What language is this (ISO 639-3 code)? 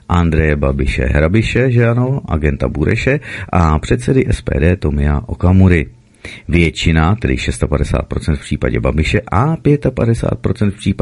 ces